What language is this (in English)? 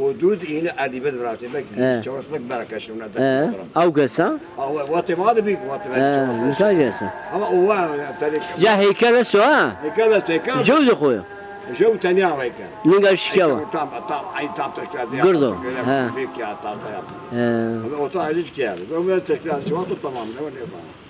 Zaza